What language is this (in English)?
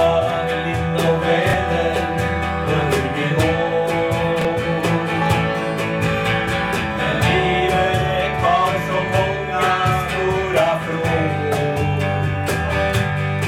Swedish